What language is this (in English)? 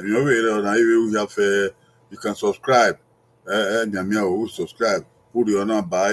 Bini